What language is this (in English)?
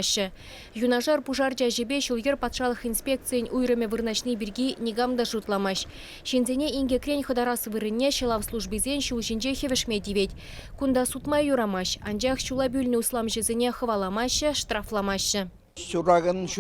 Chuvash